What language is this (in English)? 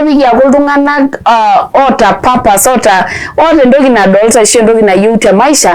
Masai